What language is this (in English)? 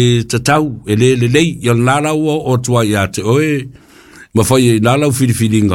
Samoan